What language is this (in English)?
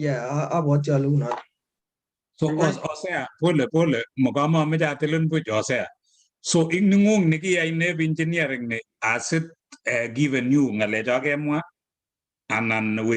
Kalenjin